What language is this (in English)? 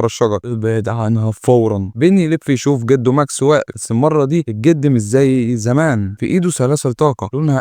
Egyptian Arabic